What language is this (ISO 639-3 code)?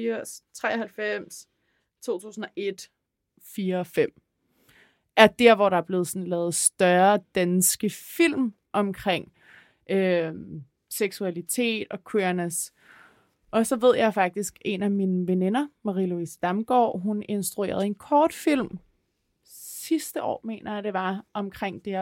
dan